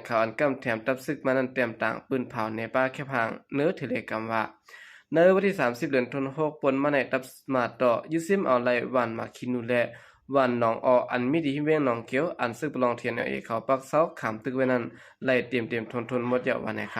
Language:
Shan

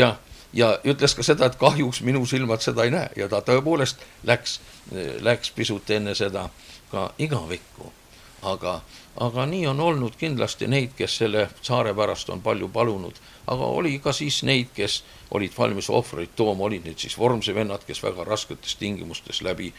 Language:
Estonian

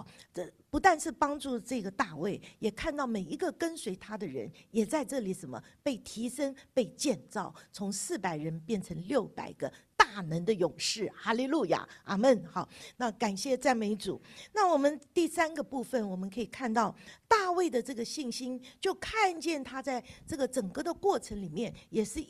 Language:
Chinese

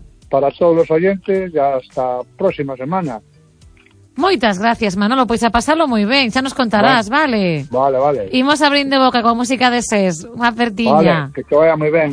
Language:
Galician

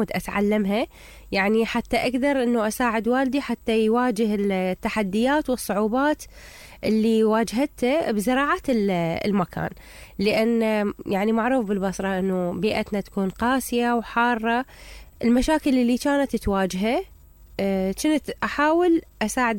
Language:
Mesopotamian Arabic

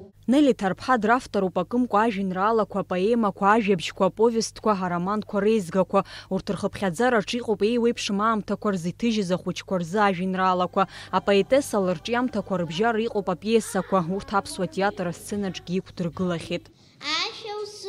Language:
Abkhazian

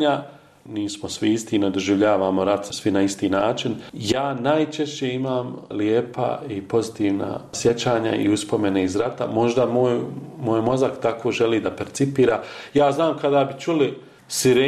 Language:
Bosnian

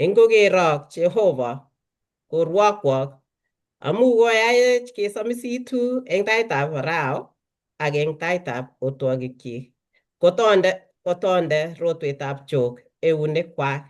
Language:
Kalenjin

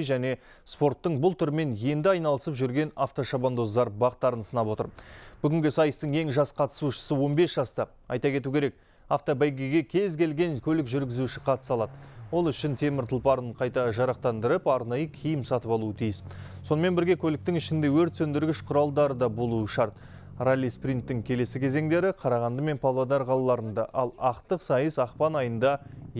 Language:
Kazakh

